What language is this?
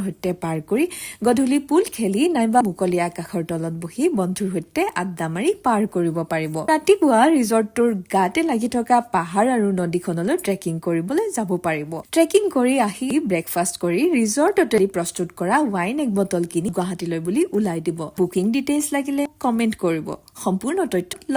Assamese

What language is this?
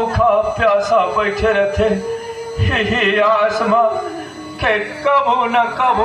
Chhattisgarhi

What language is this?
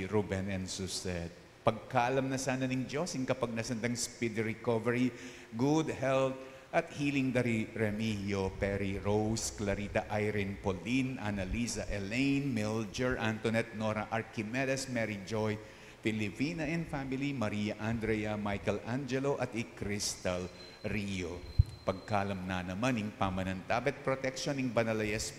Pampanga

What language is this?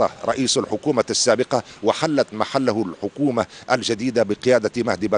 Arabic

